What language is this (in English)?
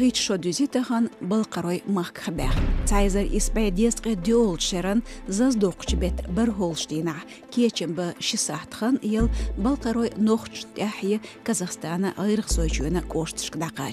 Chechen